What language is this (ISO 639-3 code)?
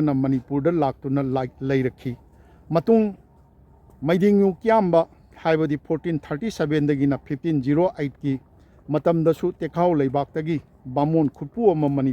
mni